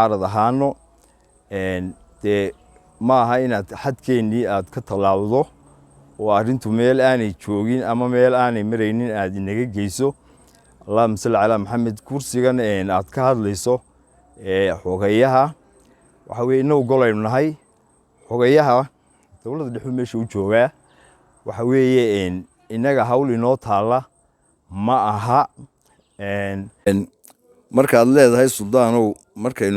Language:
Somali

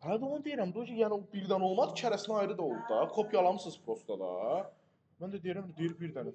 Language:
Azerbaijani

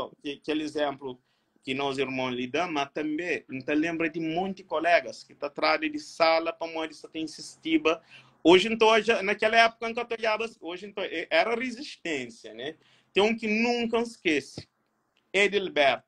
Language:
Kabuverdianu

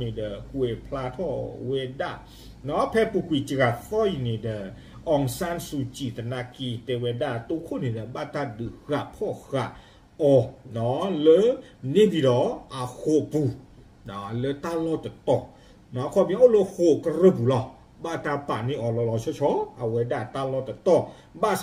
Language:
S'gaw Karen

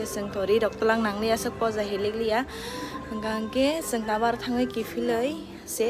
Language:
Kok Borok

